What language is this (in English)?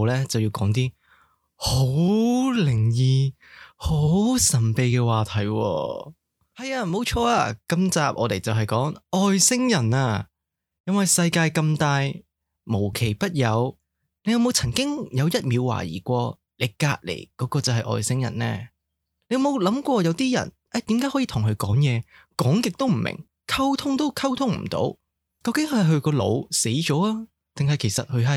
Cantonese